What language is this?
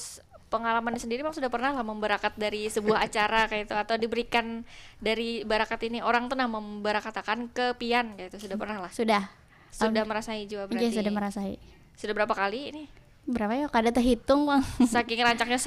Banjar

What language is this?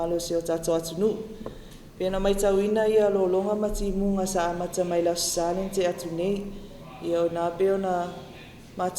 Samoan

